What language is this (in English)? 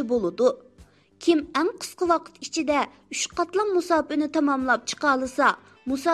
Uyghur